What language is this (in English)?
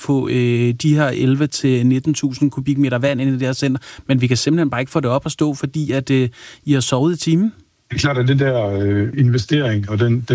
Danish